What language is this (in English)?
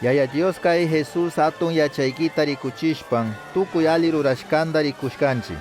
Chimborazo Highland Quichua